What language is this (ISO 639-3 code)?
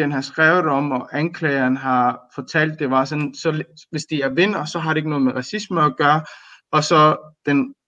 dan